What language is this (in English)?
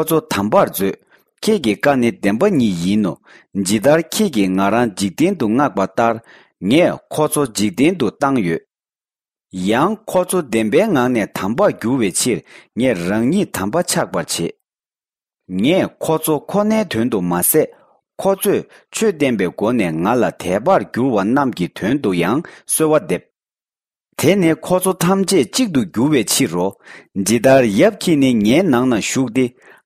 Tibetan